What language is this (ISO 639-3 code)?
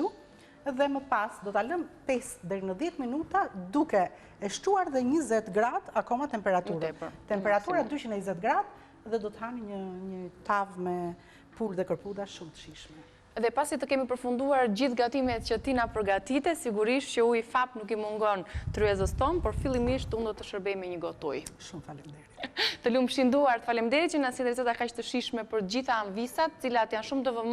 sqi